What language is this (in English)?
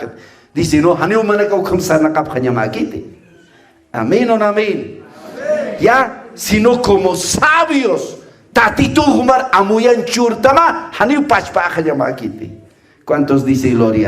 Aymara